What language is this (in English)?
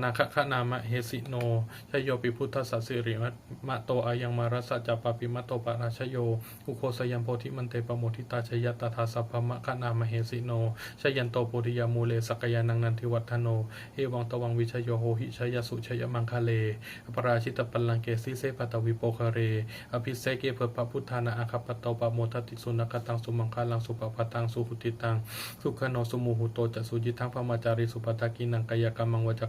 Pali